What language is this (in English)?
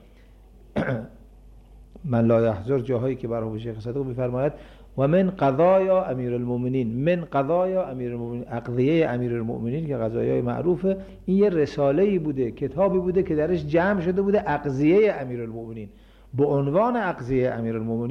Persian